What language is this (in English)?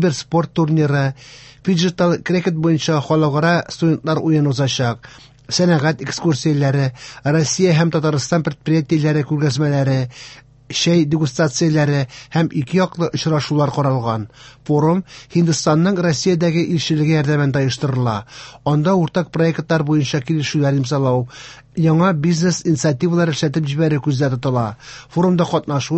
Tatar